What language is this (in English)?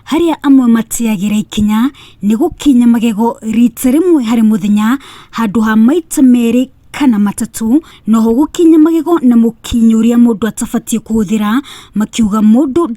Kikuyu